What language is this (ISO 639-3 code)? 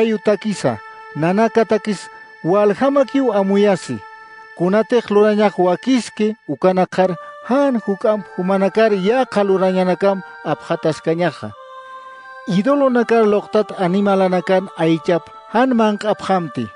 aym